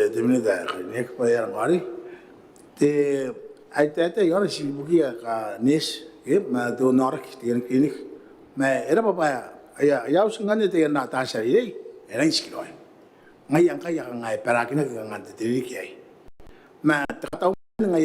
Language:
Gilbertese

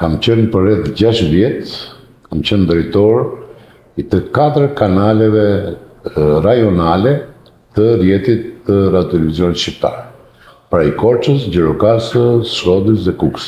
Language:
Albanian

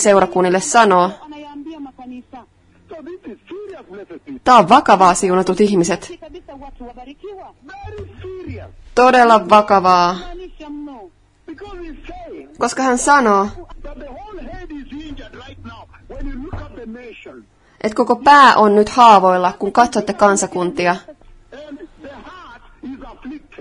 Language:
Finnish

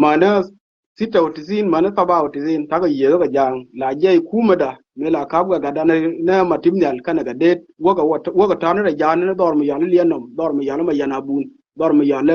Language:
Nuer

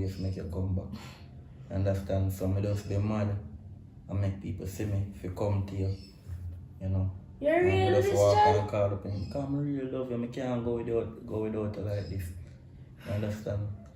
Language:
Jamaican Creole English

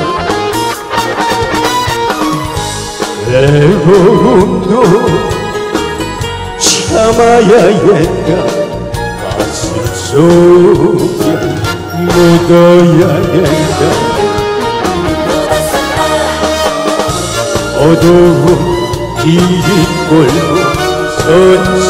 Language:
Korean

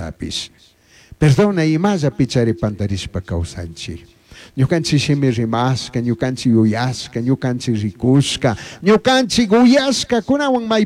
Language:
Chimborazo Highland Quichua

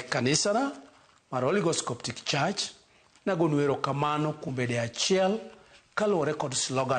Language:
Luo (Kenya and Tanzania)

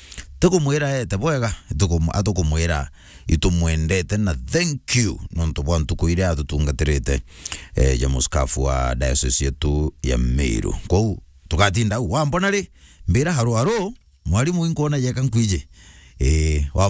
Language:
Meru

